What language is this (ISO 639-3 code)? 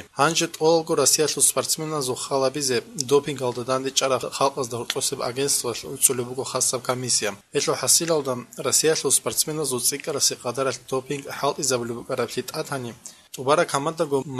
ava